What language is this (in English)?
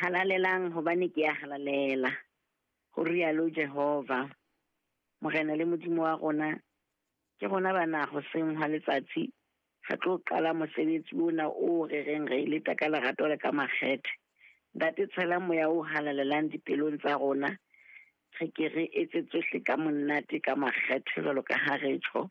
Southern Sotho